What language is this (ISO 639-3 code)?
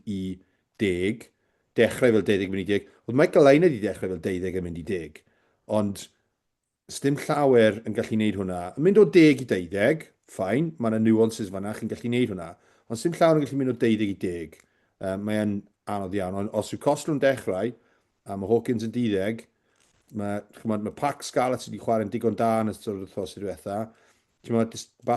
cym